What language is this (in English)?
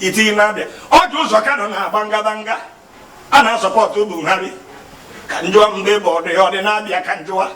Igbo